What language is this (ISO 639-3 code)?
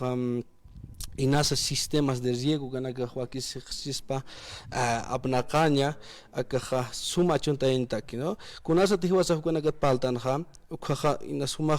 aym